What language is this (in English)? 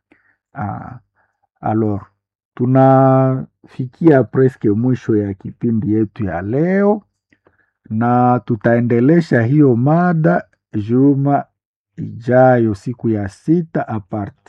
Swahili